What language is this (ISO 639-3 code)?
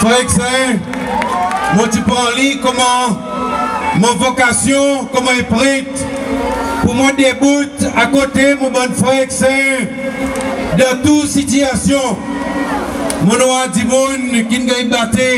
crs